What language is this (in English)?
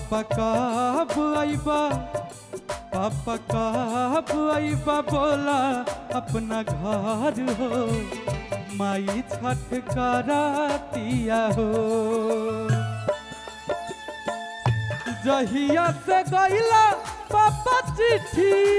Bhojpuri